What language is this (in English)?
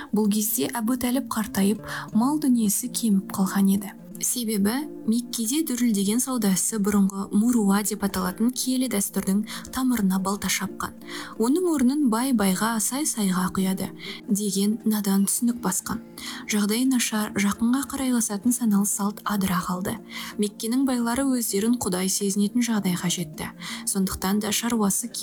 Kazakh